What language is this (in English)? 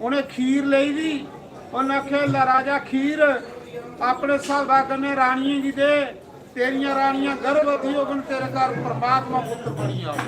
Dogri